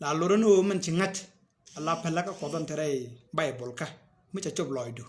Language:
Nuer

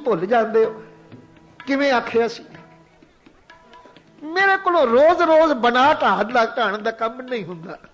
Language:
Punjabi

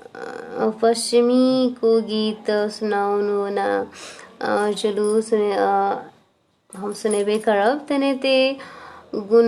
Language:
Maithili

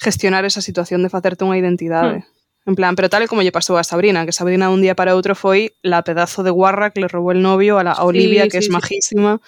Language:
Galician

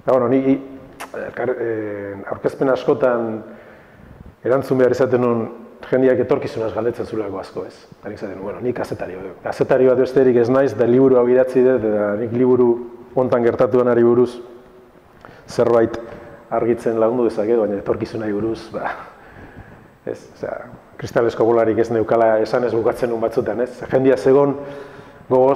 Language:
Basque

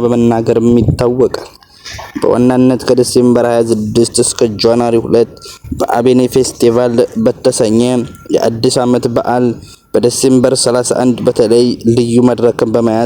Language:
Amharic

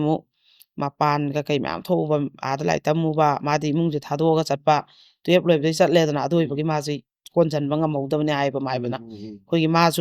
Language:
Manipuri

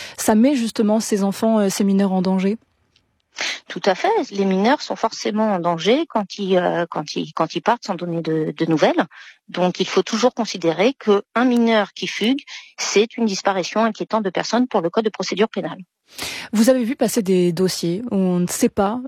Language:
French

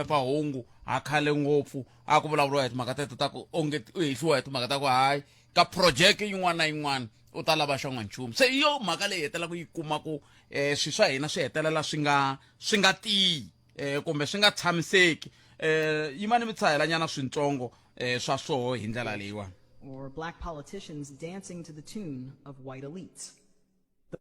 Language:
Tsonga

